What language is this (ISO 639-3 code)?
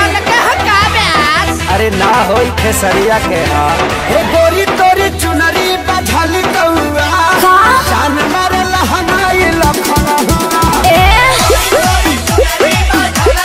bho